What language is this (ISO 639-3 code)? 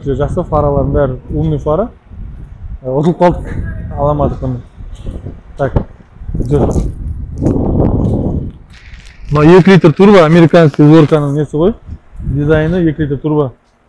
kaz